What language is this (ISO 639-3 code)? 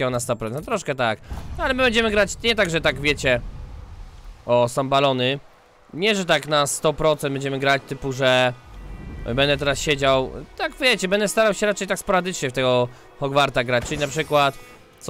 pol